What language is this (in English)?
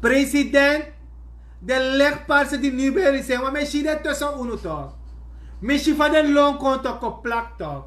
Sranan Tongo